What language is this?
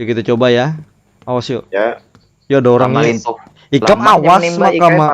Banjar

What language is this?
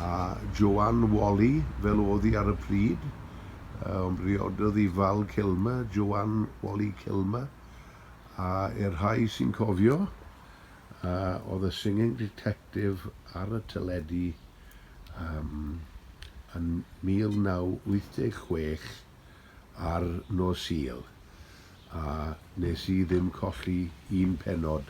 Welsh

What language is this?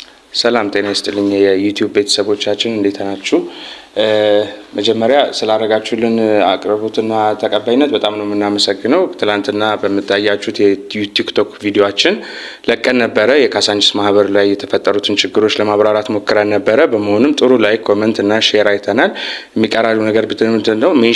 Amharic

